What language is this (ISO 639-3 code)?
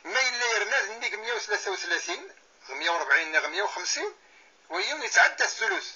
kab